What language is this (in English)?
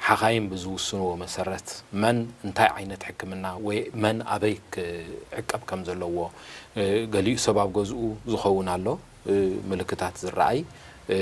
Tigrinya